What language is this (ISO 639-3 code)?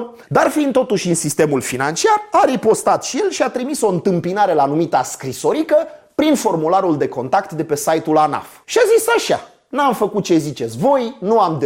ron